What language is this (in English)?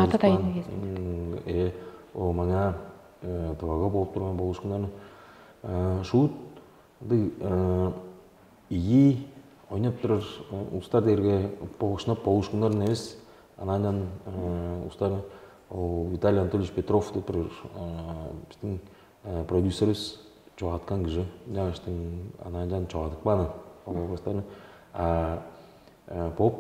Tuvinian